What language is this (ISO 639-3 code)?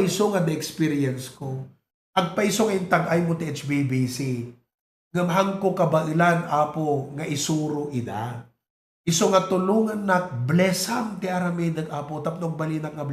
ilo